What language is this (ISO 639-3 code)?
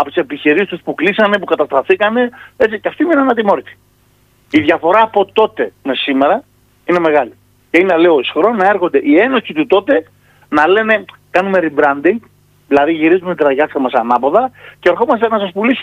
ell